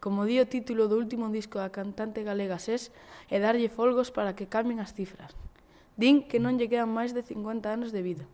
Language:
Galician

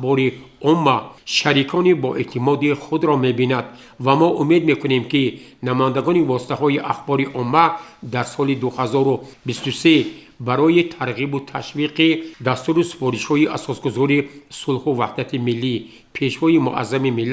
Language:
Tajik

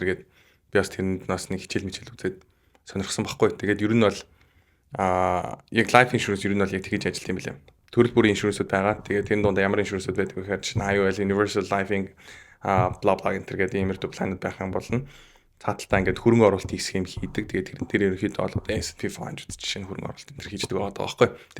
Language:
Mongolian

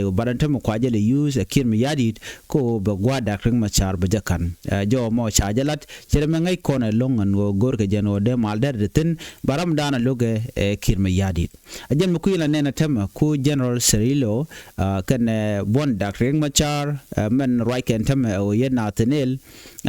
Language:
Nuer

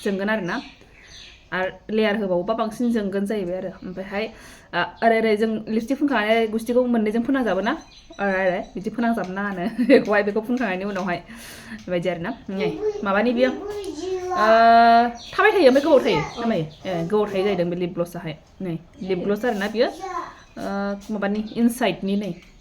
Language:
Bodo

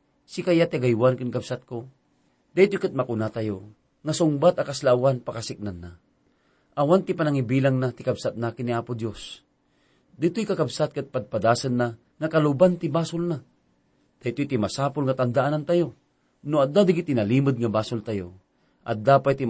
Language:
Iloko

